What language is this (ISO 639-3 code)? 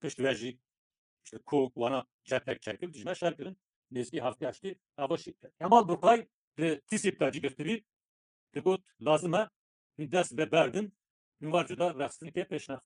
kur